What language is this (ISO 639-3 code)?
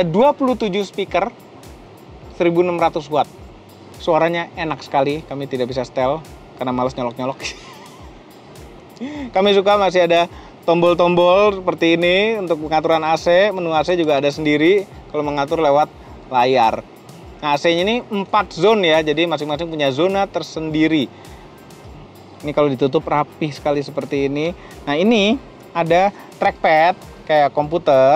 ind